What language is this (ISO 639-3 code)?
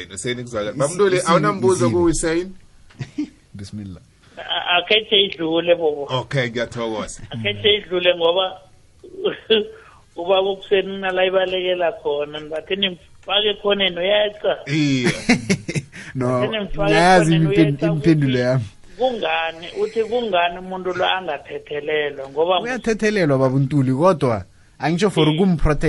nbl